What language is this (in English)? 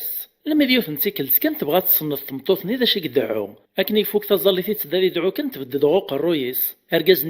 Kabyle